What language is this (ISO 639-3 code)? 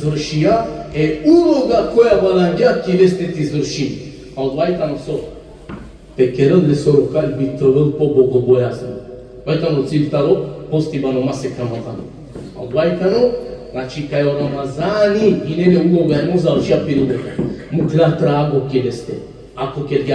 rmn